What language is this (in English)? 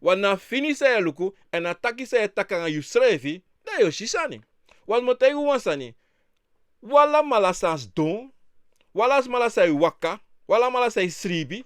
Sranan Tongo